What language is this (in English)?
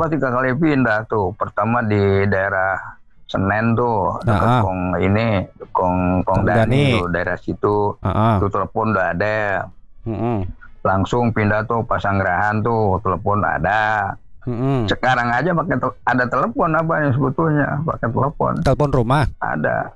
Indonesian